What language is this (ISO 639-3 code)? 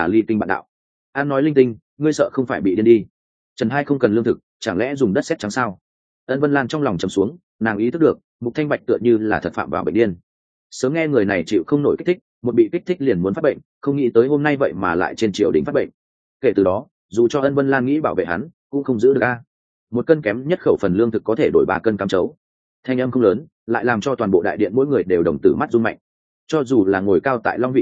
vie